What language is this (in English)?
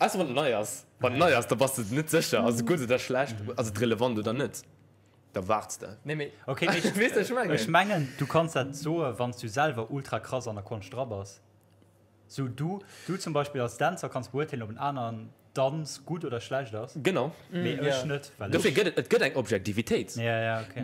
Luxembourgish